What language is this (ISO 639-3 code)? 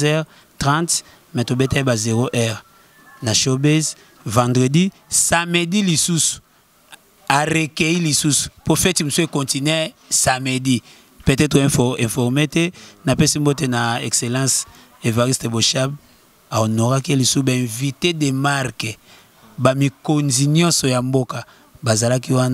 lin